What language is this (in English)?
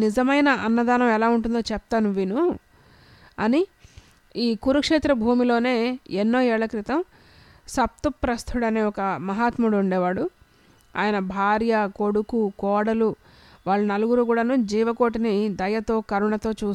Telugu